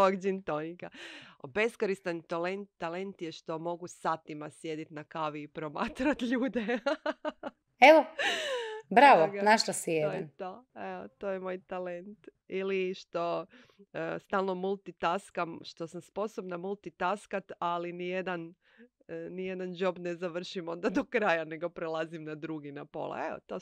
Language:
Croatian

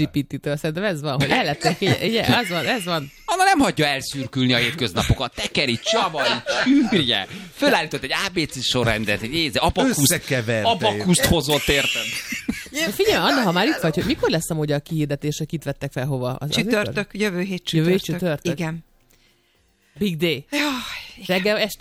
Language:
Hungarian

